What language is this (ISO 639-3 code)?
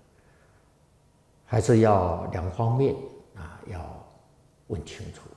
zho